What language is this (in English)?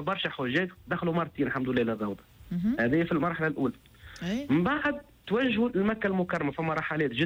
Tunisian Arabic